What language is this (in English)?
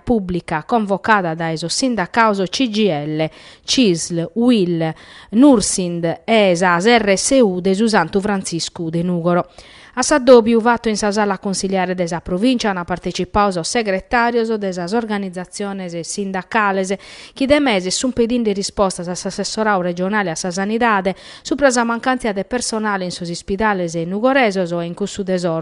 Sardinian